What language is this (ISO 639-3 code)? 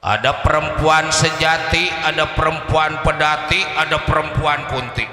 bew